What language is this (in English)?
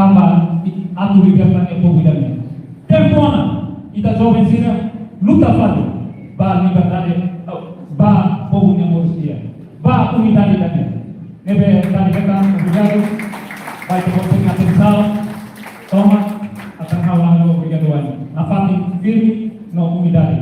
Tetum